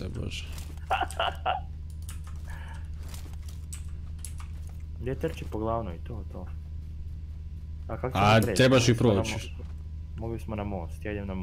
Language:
Croatian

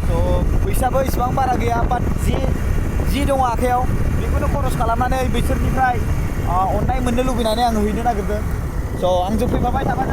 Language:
Bodo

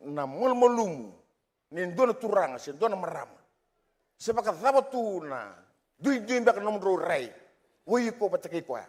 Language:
Fijian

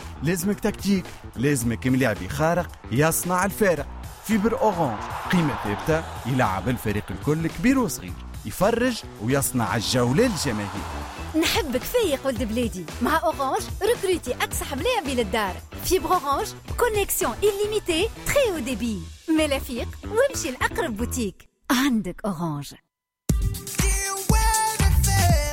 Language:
Tunisian Arabic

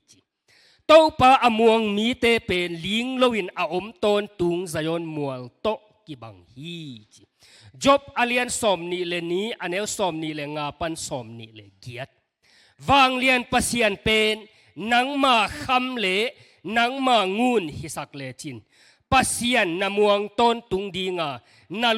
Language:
Tedim Chin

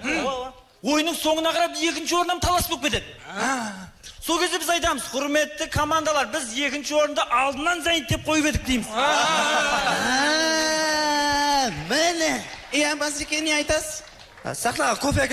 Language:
Kara-Kalpak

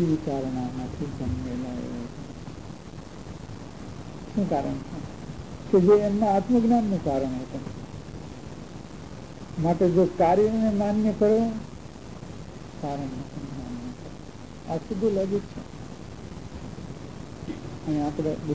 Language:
Gujarati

